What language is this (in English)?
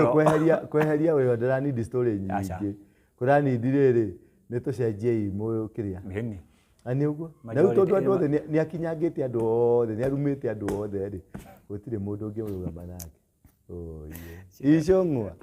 Kikuyu